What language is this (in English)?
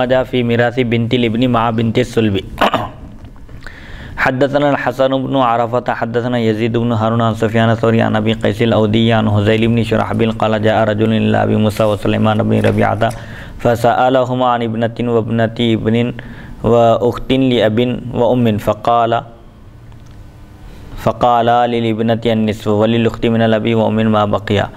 Urdu